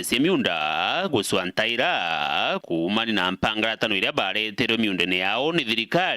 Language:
Meru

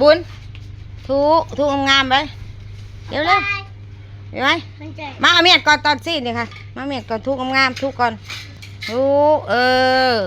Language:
Northeastern Thai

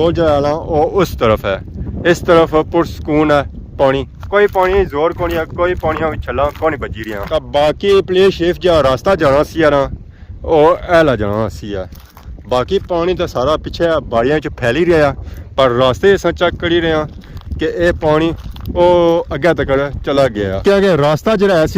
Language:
Pahari-Potwari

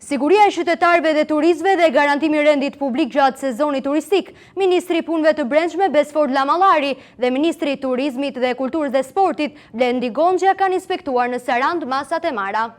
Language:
Albanian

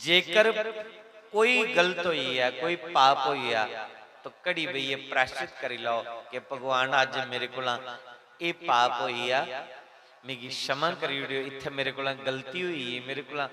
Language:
Dogri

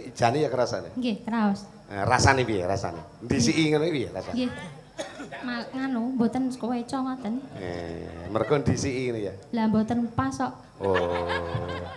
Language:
Javanese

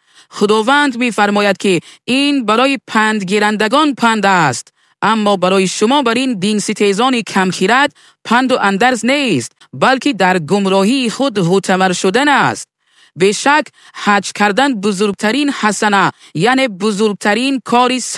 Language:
Tajik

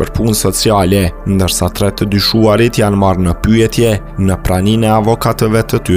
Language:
Albanian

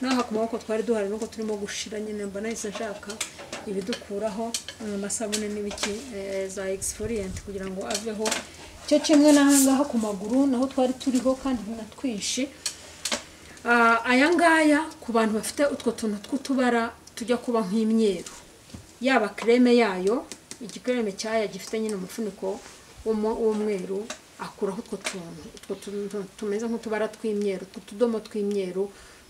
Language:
Kinyarwanda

